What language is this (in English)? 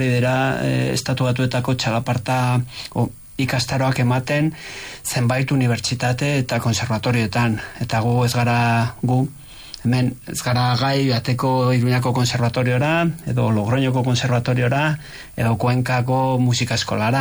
Basque